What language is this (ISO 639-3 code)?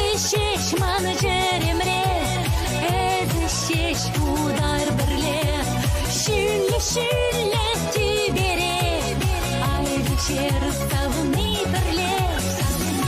chv